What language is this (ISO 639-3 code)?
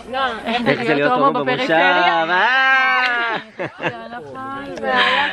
heb